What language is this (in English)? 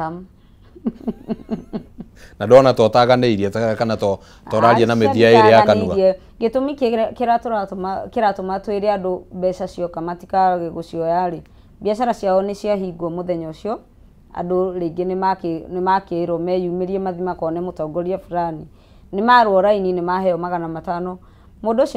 Kikuyu